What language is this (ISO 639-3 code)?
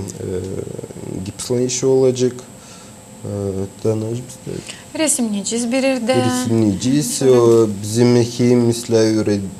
gag